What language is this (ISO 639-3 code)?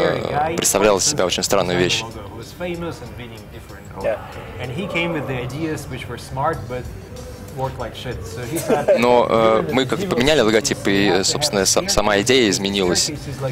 rus